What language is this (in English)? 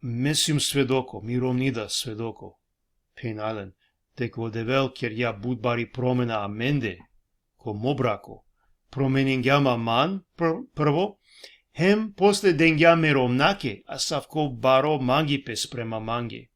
Balkan Romani